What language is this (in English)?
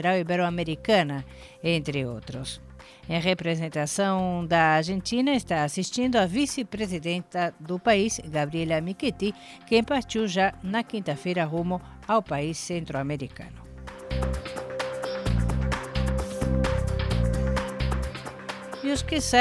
Portuguese